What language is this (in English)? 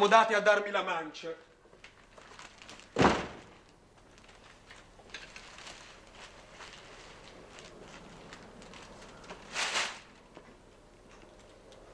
Italian